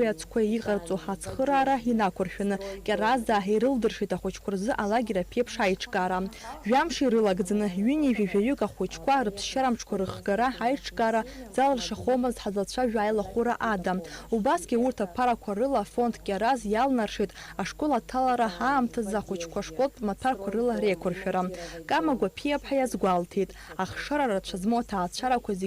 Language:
Abkhazian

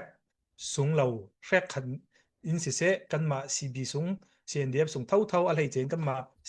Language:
Falam Chin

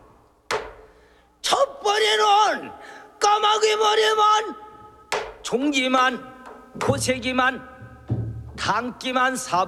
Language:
Korean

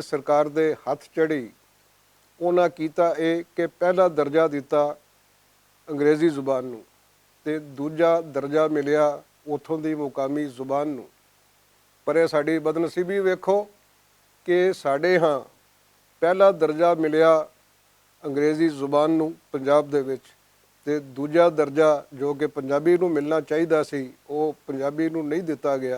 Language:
Western Panjabi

